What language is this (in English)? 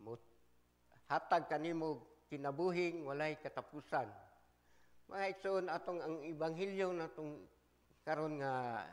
Cebuano